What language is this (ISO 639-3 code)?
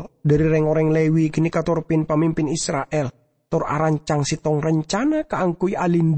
mad